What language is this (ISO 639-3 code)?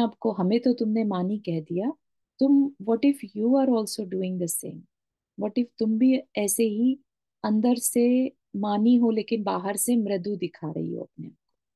hin